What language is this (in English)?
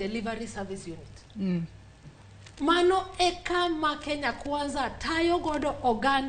Luo (Kenya and Tanzania)